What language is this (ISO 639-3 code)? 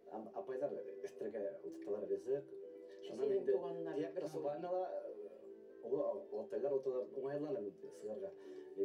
bak